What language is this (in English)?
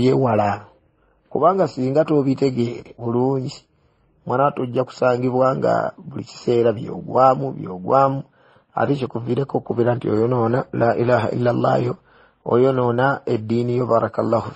Ganda